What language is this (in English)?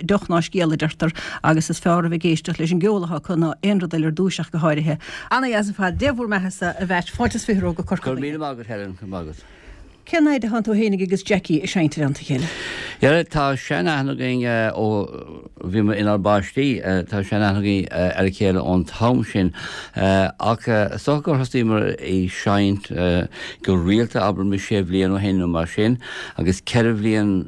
Irish